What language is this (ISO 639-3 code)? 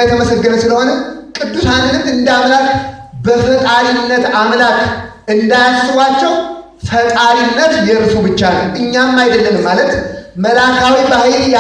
amh